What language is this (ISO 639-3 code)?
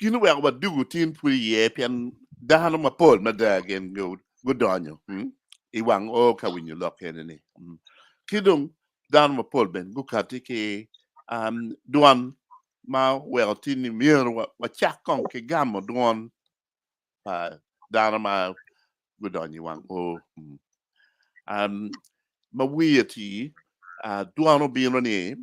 ach